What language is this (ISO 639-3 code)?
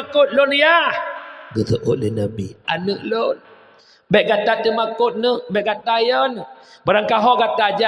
ace